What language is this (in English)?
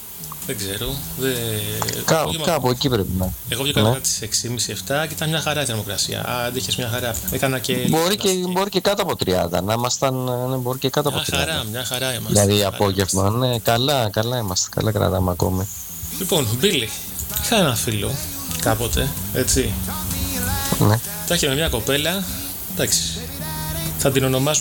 Greek